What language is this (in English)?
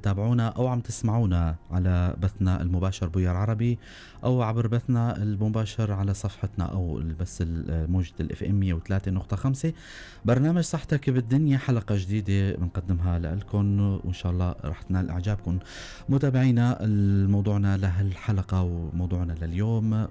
North Levantine Arabic